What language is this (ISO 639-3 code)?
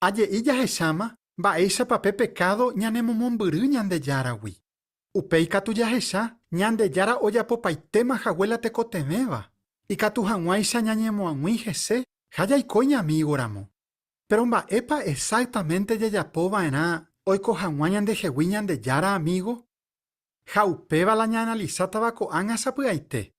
grn